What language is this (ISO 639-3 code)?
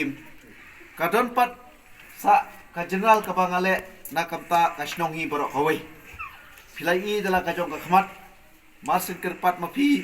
kha